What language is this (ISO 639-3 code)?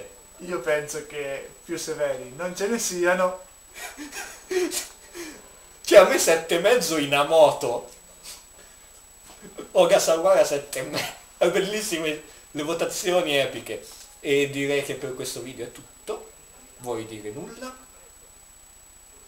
ita